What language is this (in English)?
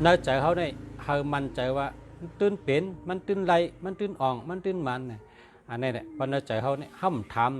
Shan